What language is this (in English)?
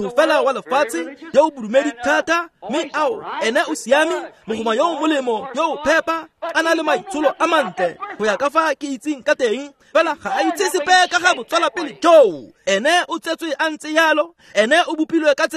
Tswana